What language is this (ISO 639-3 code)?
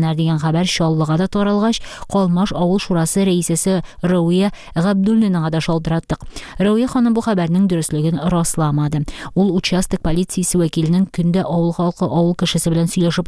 tat